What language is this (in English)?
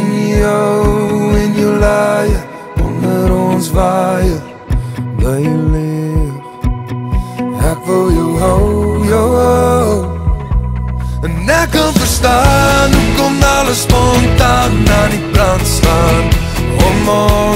Afrikaans